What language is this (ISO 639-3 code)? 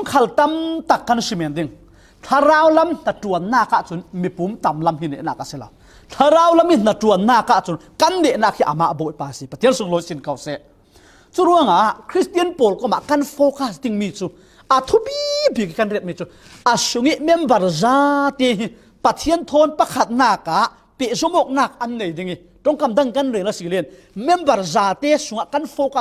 cfm